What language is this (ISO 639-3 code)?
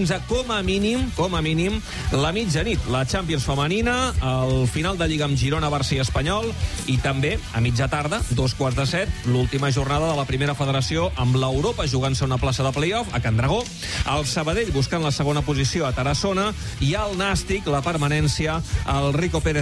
cat